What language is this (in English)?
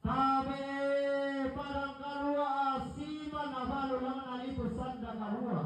Toraja-Sa'dan